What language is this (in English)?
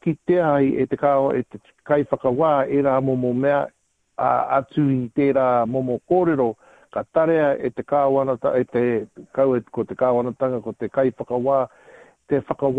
Māori